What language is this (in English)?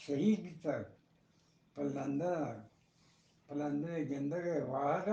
Eastern Balochi